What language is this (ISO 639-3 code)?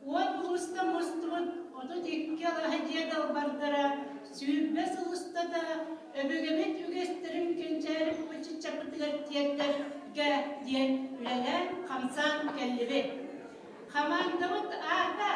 sah